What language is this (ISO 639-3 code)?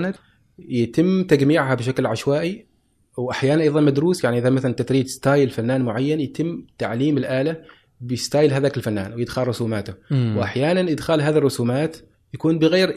afb